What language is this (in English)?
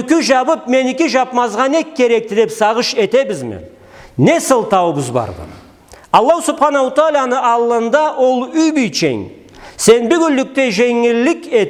Karachay-Balkar